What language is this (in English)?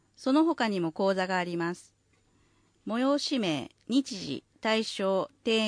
Japanese